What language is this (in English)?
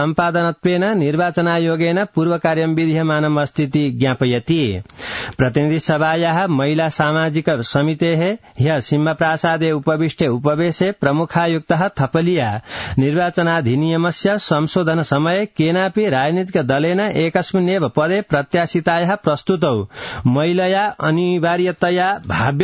Sanskrit